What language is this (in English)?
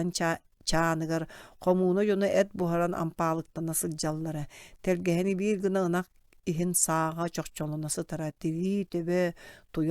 Yakut